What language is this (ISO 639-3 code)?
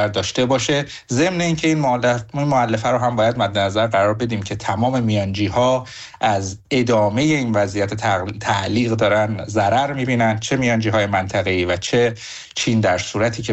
fas